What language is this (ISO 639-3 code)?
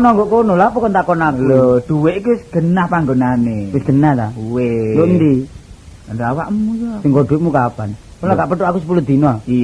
jav